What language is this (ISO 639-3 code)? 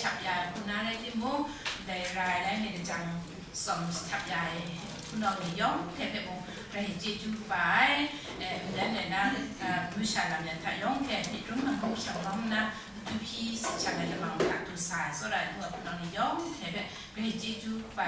kac